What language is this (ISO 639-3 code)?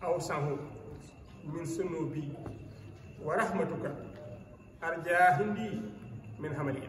wol